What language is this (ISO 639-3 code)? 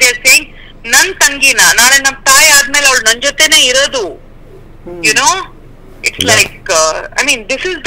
kan